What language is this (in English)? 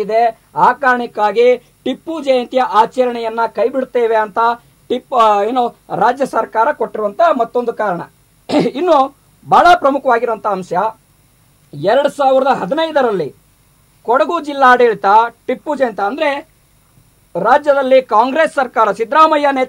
Kannada